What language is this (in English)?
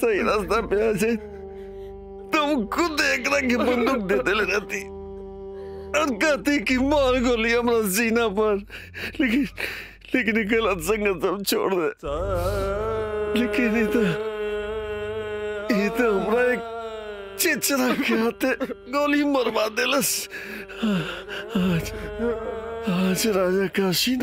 Bhojpuri